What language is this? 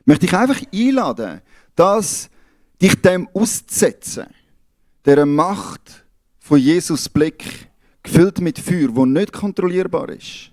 Swiss German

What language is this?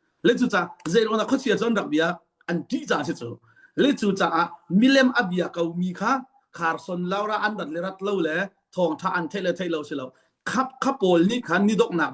Hakha Chin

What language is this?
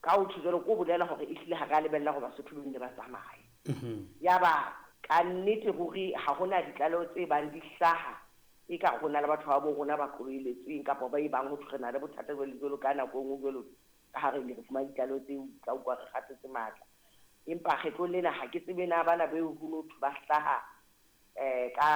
Southern Sotho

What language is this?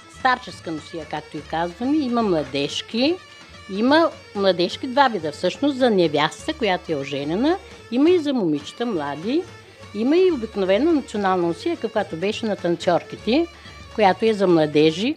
Bulgarian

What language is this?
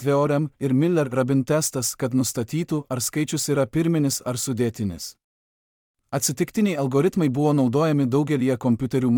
Lithuanian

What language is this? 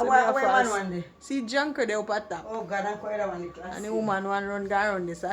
Jamaican Creole English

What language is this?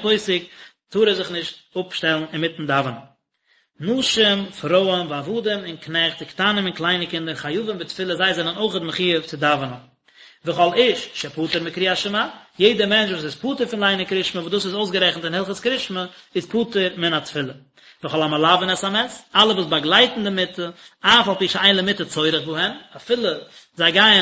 Yiddish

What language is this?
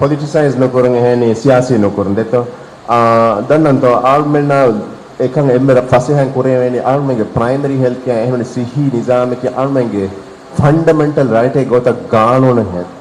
Divehi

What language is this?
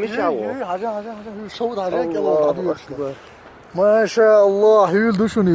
Chechen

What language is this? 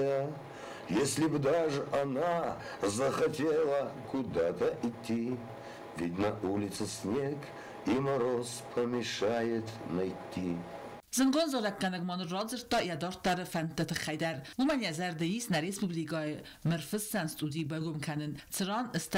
Ossetic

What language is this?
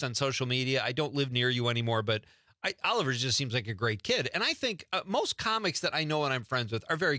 English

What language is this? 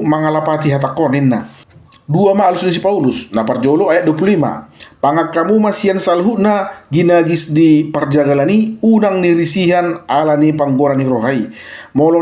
Batak Toba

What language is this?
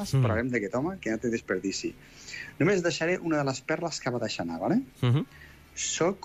Catalan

